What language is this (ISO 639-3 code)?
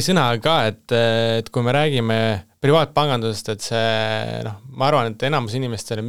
est